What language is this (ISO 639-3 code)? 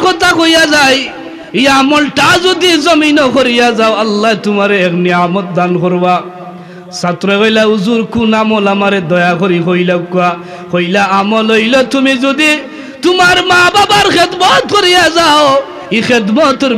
syl